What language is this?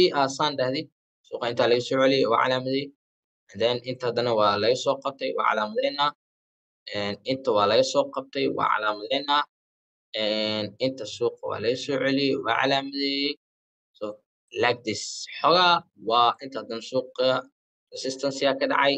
Somali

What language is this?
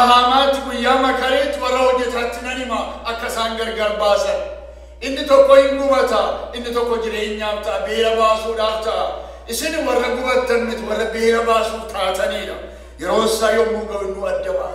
Oromo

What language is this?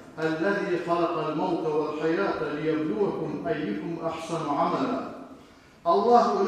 Kumyk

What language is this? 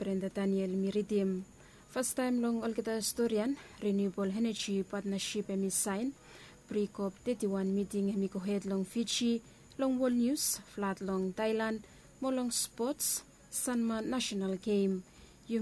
Bislama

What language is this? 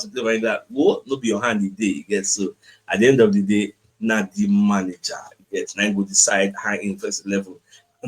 Nigerian Pidgin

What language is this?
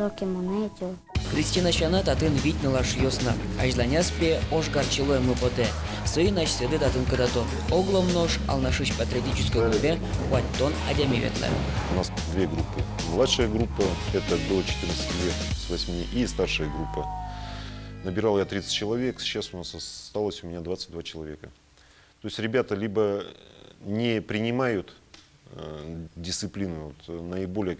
Udmurt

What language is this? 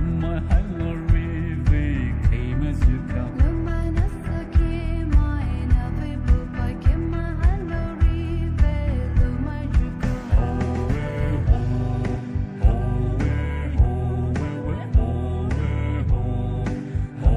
Poumei Naga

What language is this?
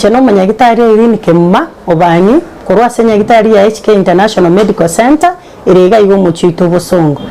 Gusii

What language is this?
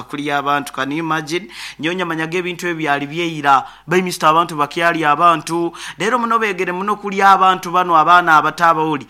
Nyoro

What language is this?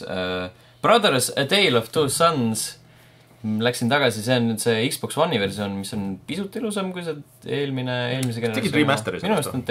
Estonian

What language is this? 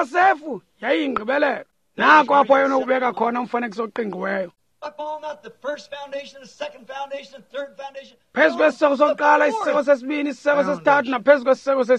Xhosa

